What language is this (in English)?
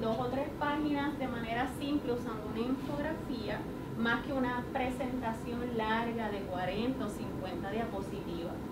Spanish